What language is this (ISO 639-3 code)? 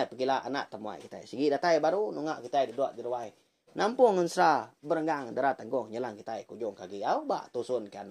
iba